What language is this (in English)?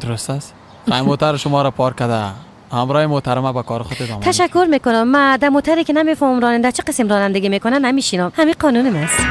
Persian